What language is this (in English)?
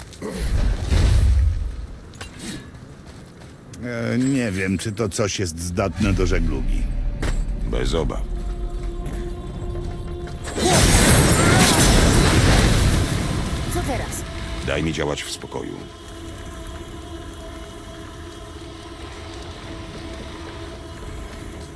Polish